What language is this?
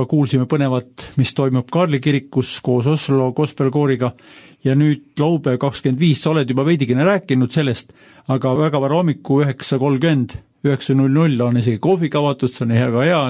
Estonian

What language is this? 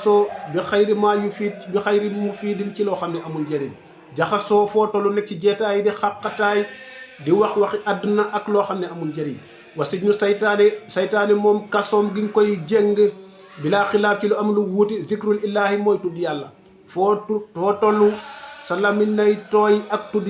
Wolof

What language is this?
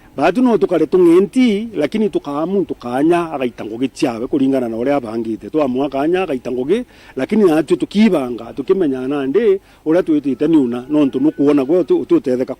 Meru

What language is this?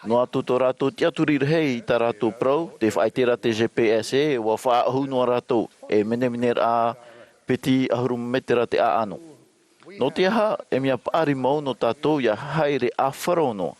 Tahitian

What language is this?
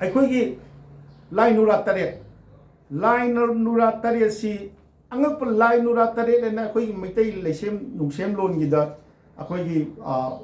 Manipuri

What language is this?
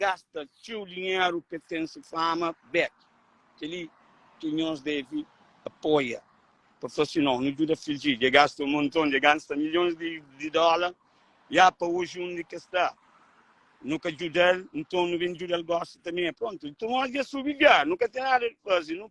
Kabuverdianu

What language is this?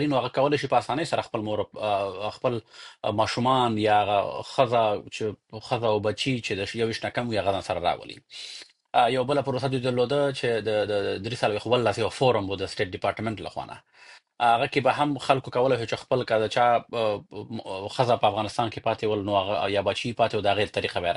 Pashto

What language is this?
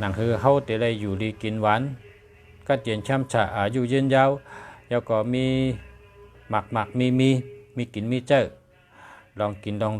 Shan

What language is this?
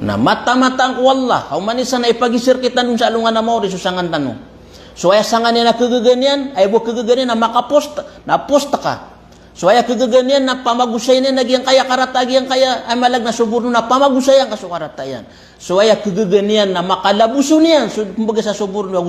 Maranao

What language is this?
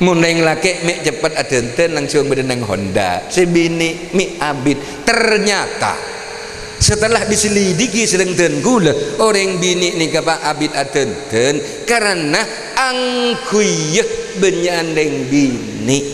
Madurese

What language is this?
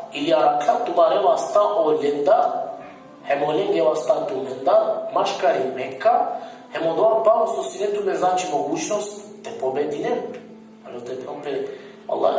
Balkan Romani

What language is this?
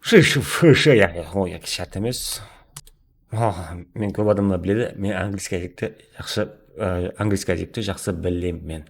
Kara-Kalpak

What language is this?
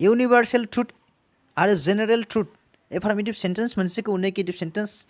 Bodo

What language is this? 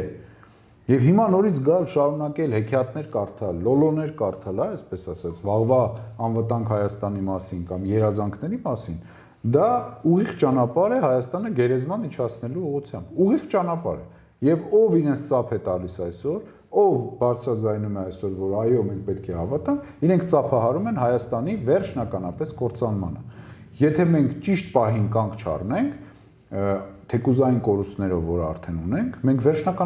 Armenian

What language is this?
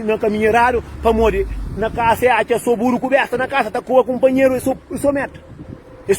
Kabuverdianu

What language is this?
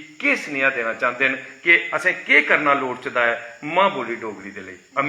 Dogri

